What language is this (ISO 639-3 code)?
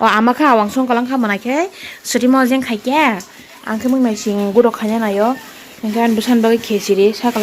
trp